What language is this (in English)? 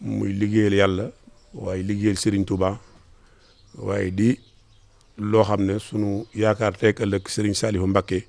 Wolof